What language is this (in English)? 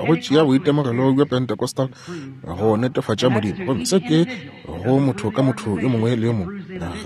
Northern Sotho